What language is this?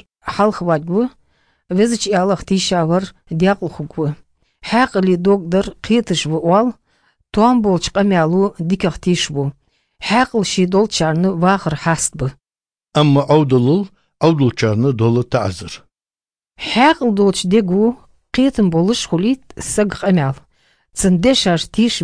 Chechen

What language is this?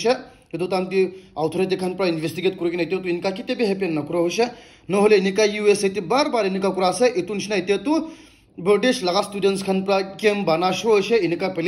Naga Pidgin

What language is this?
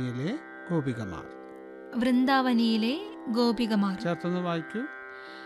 Malayalam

